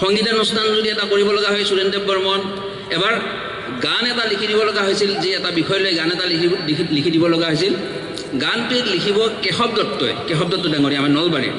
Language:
Assamese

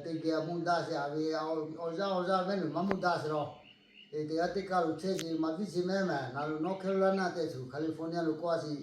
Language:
Lahu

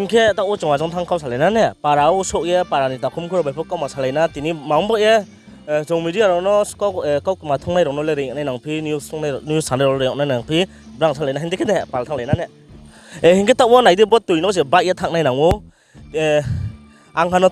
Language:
Riang (India)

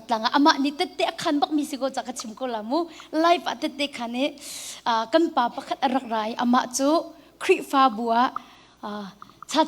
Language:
Hakha Chin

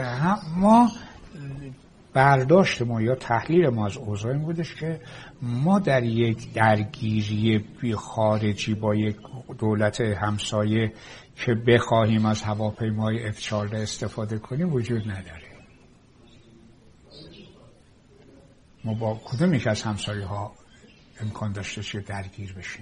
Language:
Persian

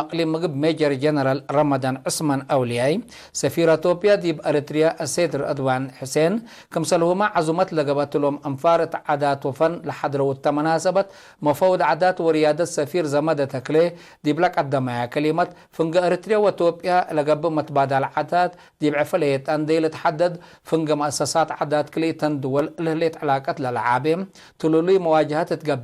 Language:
Tigre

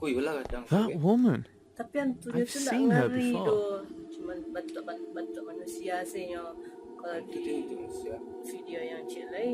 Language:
Minangkabau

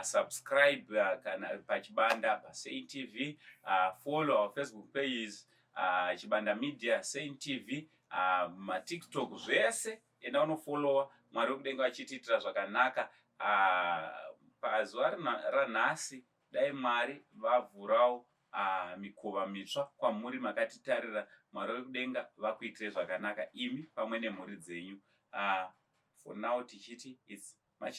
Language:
Shona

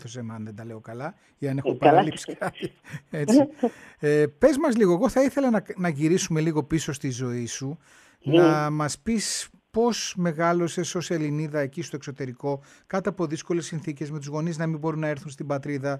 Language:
Greek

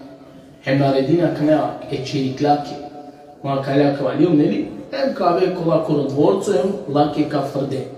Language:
Balkan Romani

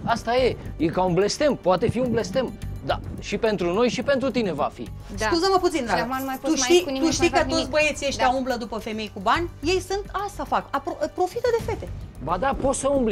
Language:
Romanian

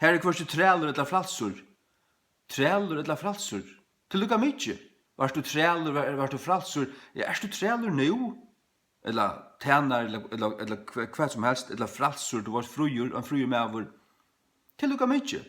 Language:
Faroese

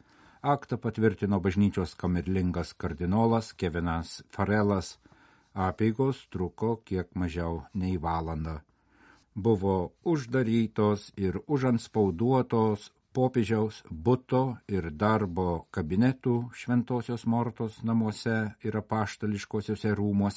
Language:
Lithuanian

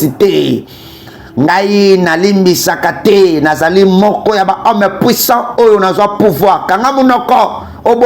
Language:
Lingala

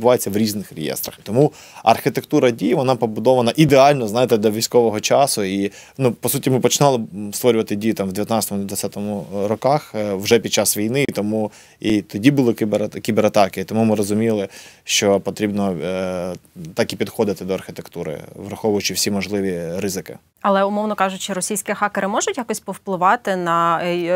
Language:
Ukrainian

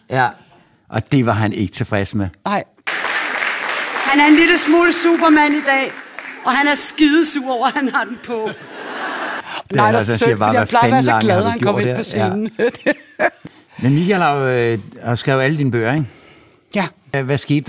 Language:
Danish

